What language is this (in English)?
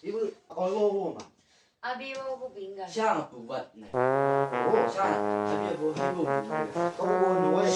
Chang Naga